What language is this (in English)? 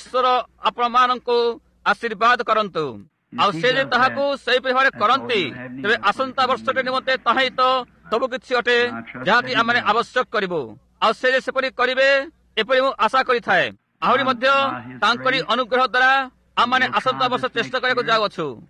Odia